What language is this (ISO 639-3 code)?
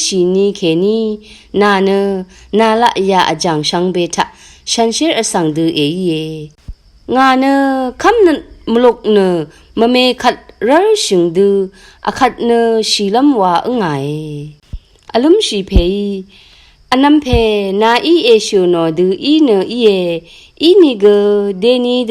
raw